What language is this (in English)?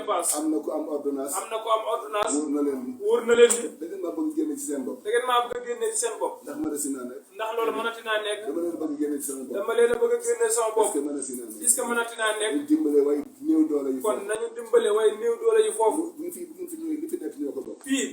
Wolof